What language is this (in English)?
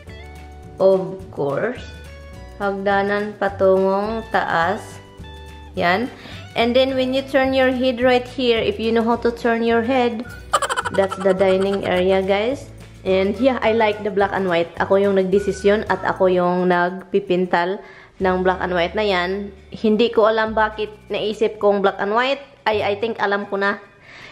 Filipino